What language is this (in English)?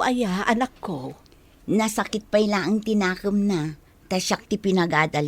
Iloko